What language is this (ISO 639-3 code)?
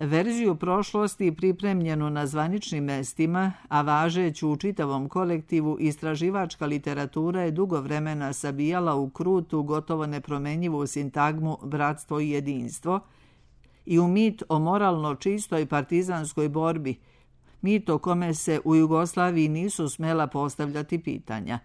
srp